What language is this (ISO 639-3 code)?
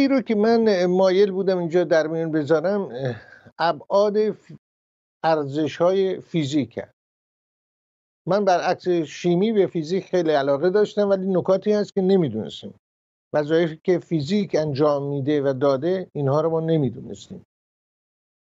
fas